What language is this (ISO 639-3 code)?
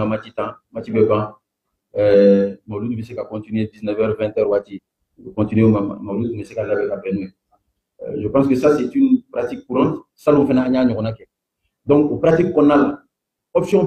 bam